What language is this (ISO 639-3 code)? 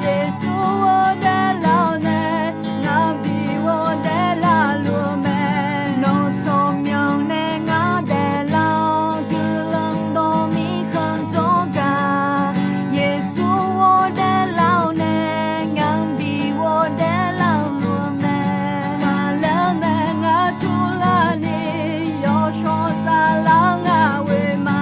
ahk